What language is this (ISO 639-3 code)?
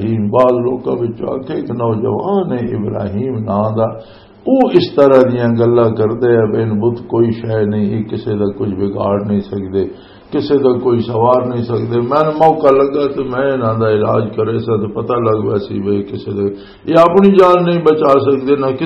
lah